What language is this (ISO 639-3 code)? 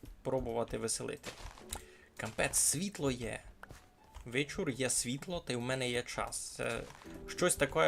rue